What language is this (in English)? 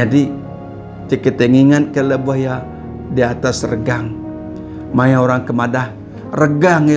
Iban